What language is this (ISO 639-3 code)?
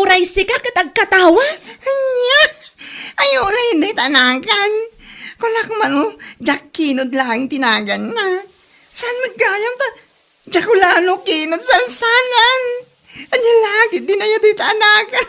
ilo